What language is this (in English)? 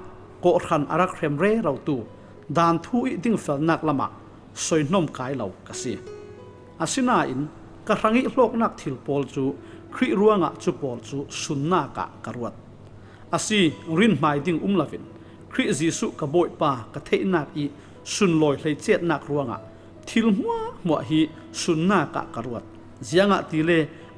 Falam Chin